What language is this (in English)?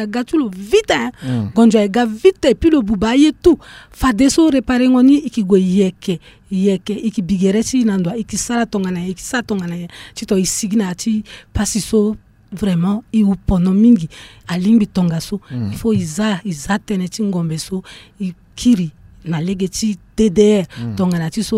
Sango